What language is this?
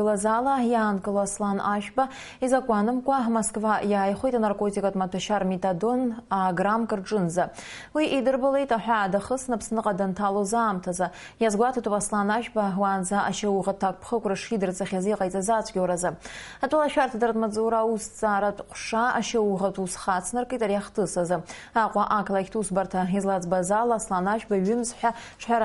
Abkhazian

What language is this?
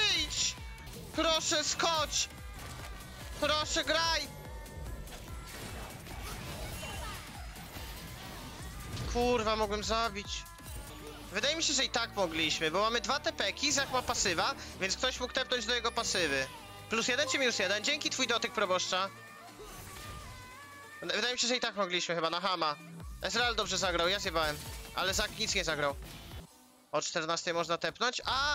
Polish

